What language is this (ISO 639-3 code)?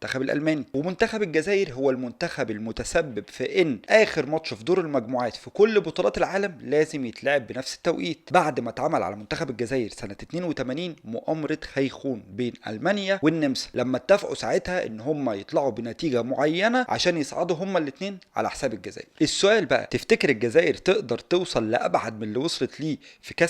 arz